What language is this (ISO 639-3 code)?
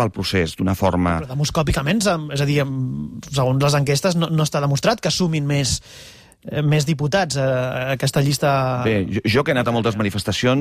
cat